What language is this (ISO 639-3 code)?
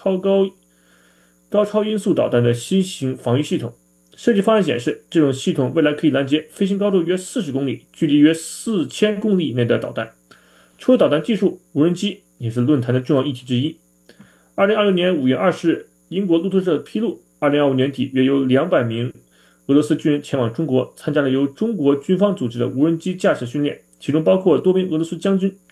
zho